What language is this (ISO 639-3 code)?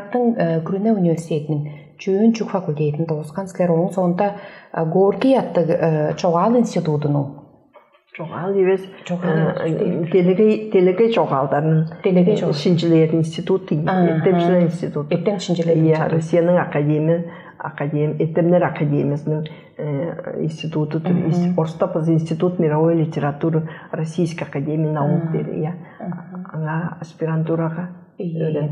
tyv